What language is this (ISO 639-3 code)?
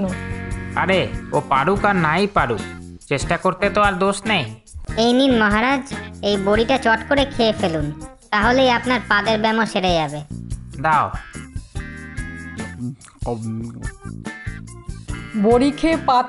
ben